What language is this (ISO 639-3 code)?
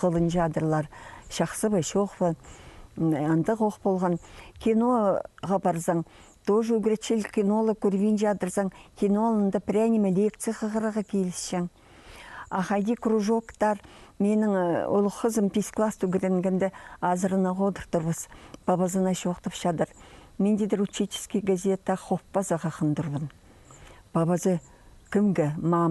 kjh